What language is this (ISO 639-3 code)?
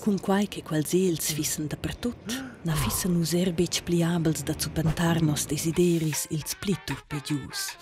roh